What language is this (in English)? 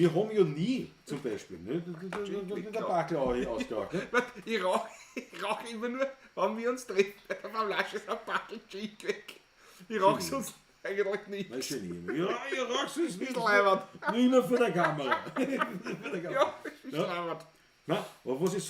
Bavarian